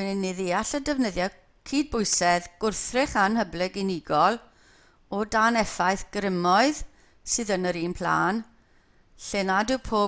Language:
Welsh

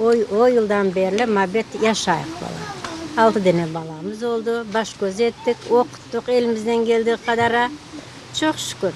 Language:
Crimean Tatar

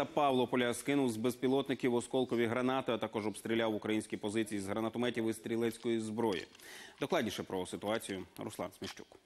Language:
Ukrainian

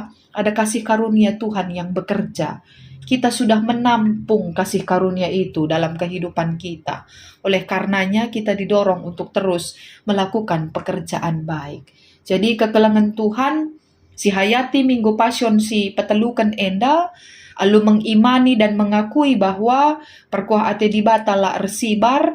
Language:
Batak Karo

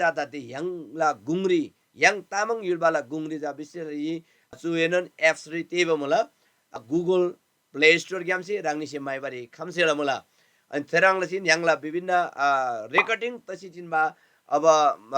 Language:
Eastern Tamang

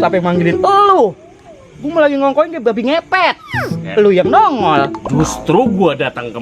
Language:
Betawi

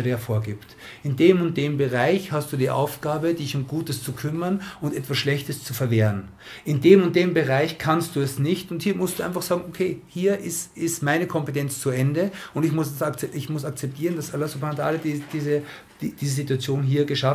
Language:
German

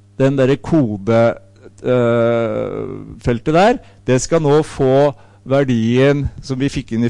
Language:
Norwegian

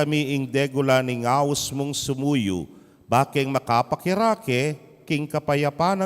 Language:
Pampanga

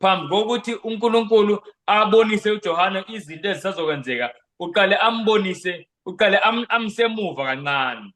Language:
Zulu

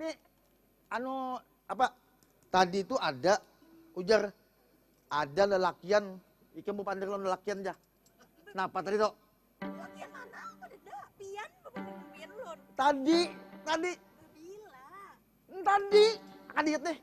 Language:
Banjar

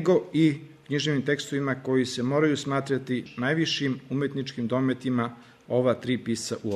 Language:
Serbian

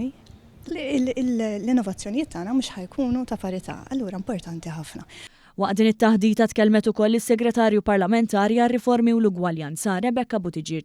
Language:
Maltese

